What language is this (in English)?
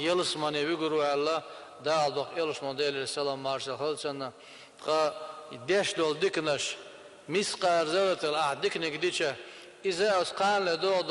Chechen